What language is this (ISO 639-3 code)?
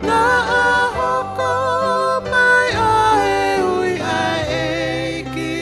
ton